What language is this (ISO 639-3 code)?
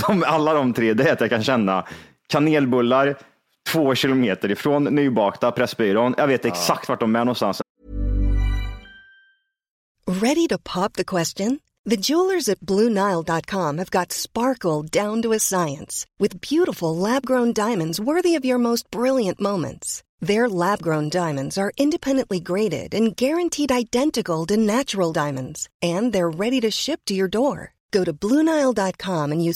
swe